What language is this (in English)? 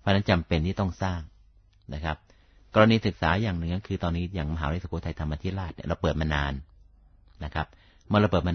Thai